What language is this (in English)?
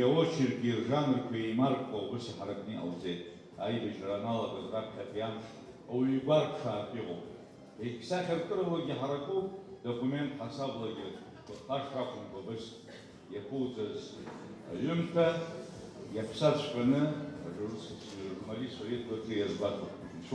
Abkhazian